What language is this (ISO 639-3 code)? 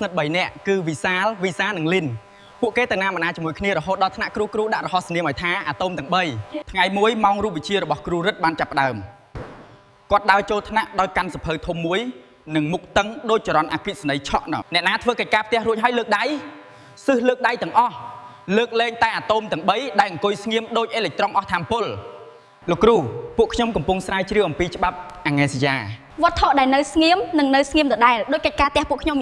khm